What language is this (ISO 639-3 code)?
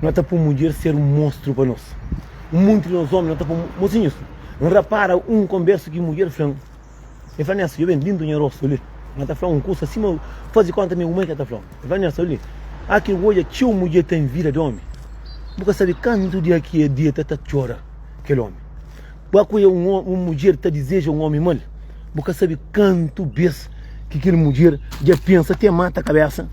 kea